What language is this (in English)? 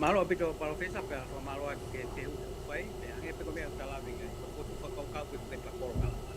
Tongan